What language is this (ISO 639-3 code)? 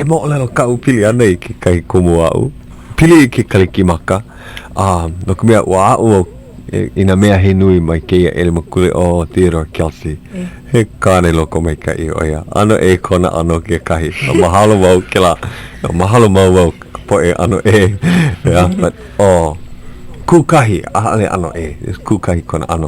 haw